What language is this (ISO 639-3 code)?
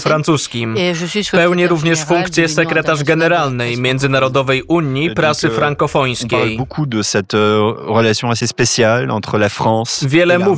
pol